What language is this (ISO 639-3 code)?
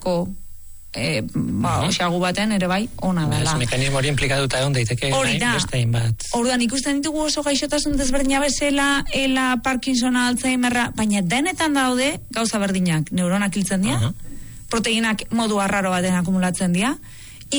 eus